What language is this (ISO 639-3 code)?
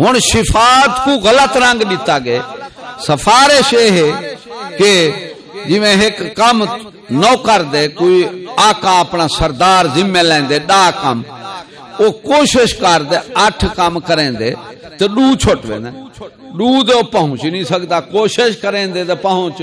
skr